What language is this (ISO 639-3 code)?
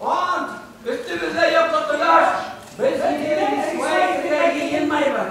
bak